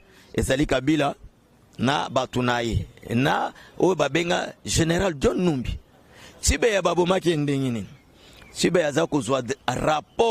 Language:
Lingala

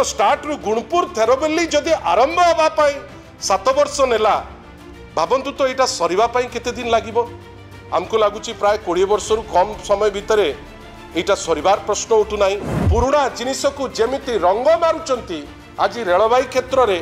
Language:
Odia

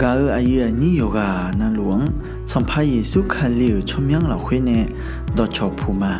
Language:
Akha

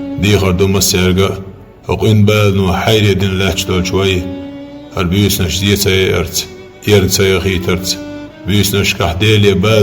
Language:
Chechen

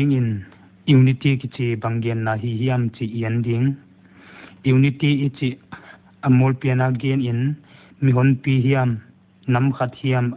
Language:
Paite Chin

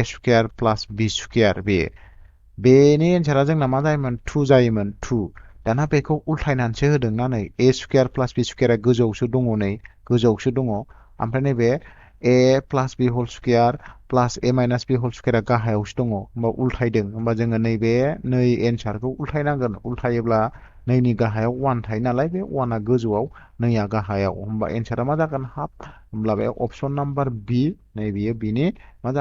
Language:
Bodo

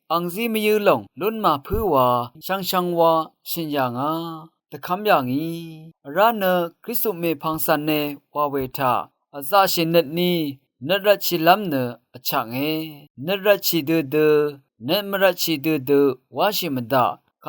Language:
Rawang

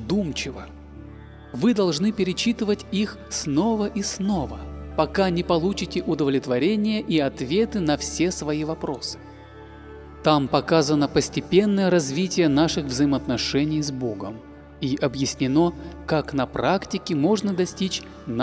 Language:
Russian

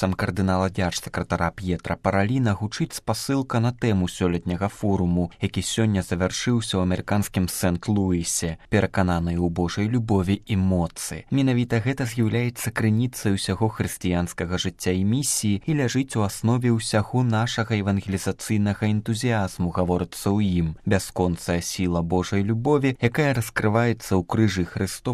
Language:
Belarusian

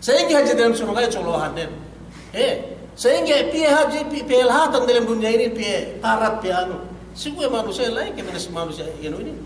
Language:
Yakan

